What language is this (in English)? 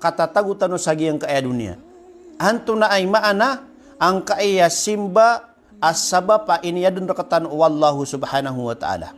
Maranao